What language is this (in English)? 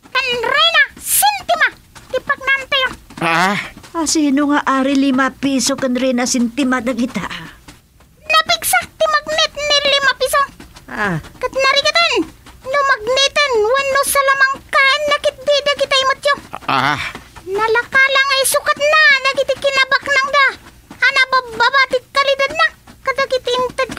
Iloko